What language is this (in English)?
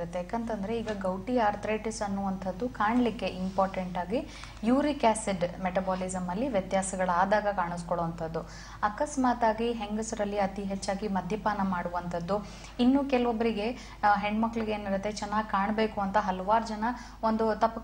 Kannada